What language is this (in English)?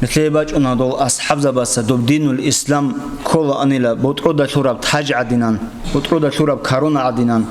Avaric